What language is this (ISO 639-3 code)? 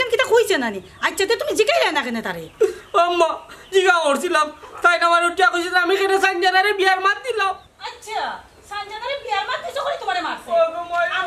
syl